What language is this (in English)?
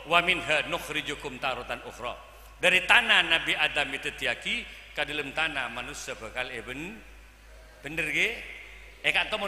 Madurese